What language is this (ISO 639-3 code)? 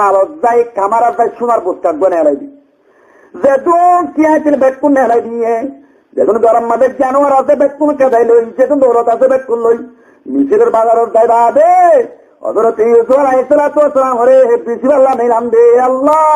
rhg